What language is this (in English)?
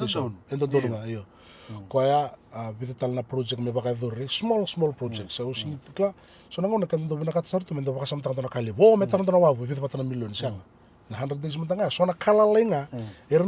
Fijian